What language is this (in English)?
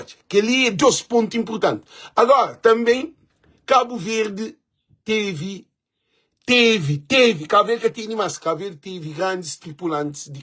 Kabuverdianu